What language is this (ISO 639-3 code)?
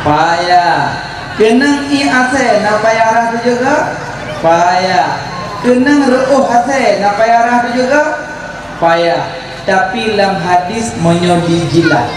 ace